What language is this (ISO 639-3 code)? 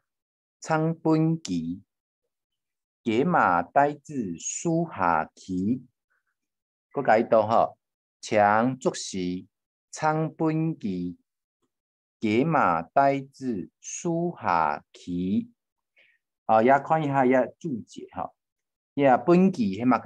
hak